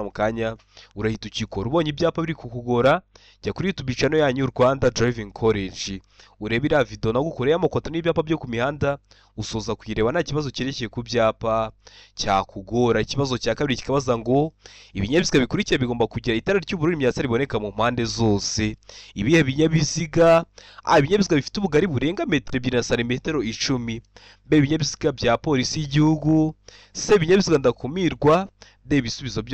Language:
Kinyarwanda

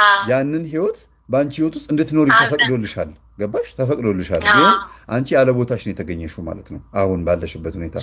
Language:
Amharic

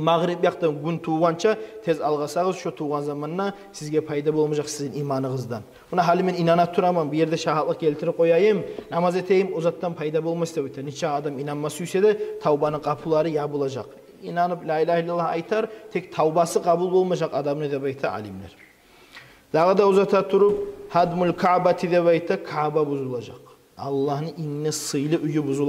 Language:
Kumyk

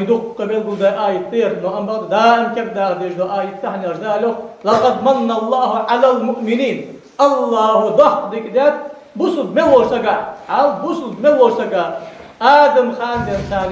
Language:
Ingush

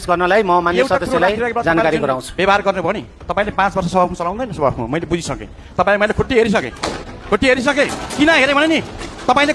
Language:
Nepali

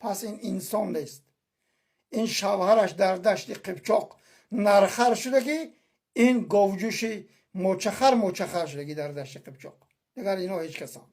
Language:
Tajik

